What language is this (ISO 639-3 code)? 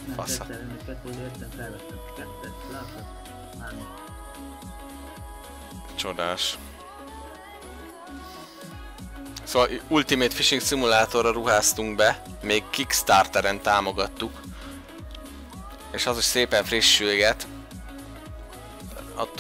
hun